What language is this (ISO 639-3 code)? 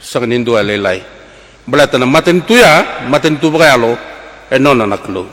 fij